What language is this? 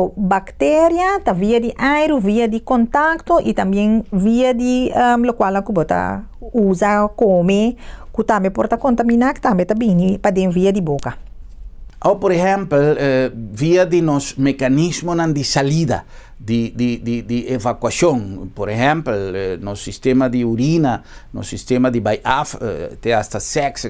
Papiamento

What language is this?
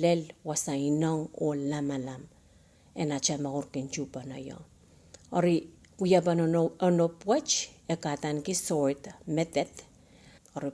Pohnpeian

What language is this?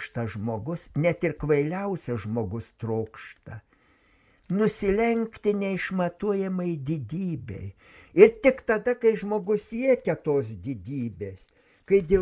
Lithuanian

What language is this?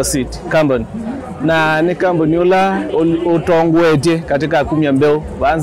Kamba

